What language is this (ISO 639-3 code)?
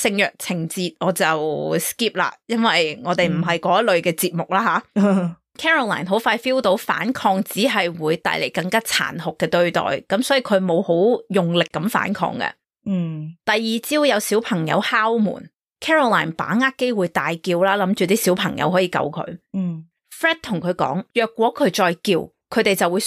yue